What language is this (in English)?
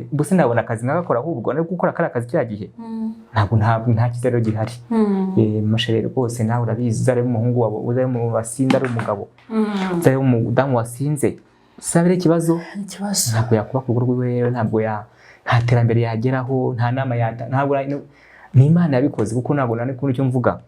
Kinyarwanda